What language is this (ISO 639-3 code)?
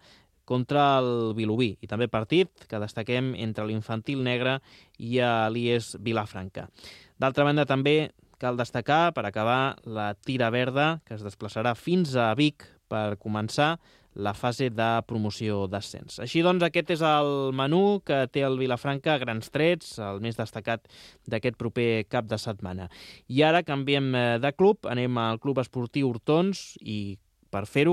cat